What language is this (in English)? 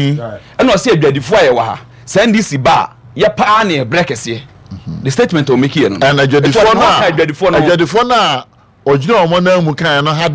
Akan